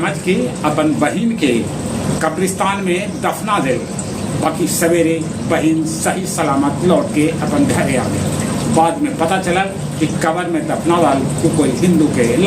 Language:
Magahi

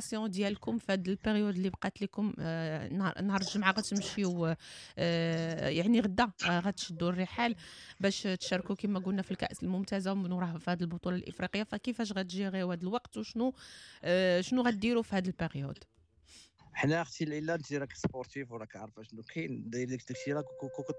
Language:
Moroccan Arabic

